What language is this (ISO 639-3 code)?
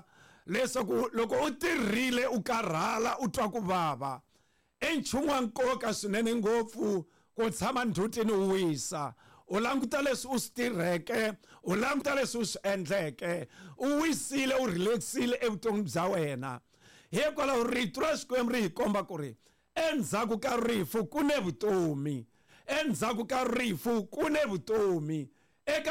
tso